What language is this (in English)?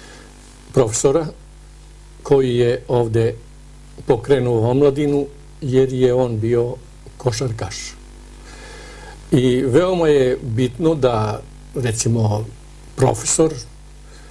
Serbian